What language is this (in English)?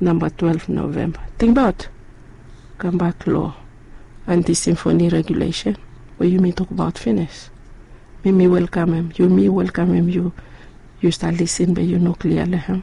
Bislama